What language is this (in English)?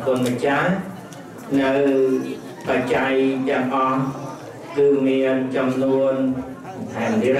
Khmer